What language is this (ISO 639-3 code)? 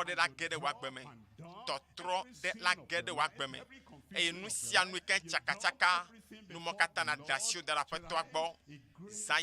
ewe